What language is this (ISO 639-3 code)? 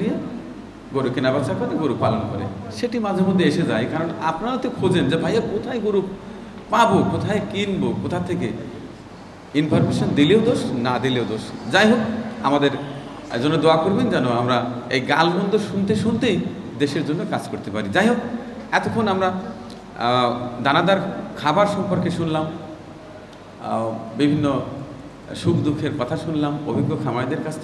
ben